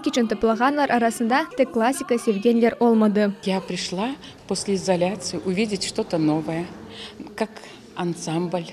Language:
Crimean Tatar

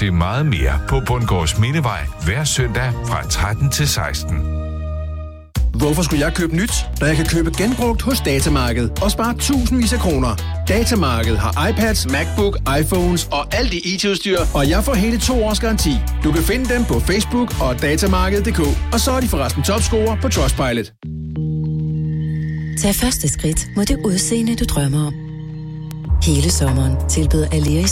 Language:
Danish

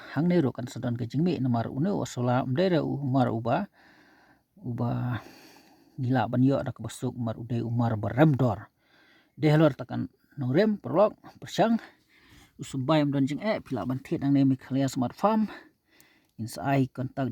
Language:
Khasi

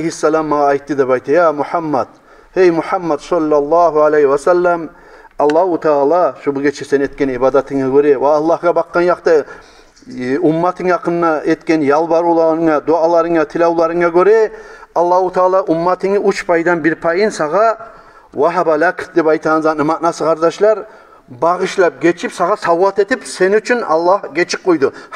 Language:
Kumyk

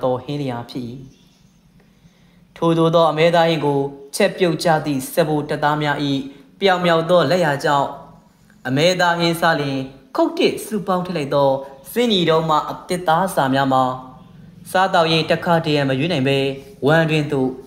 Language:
Burmese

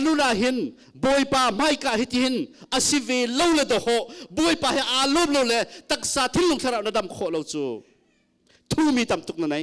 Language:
Hakha Chin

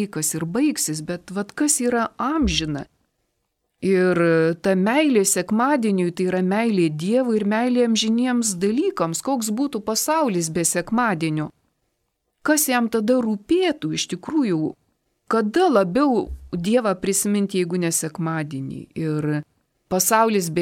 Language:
Lithuanian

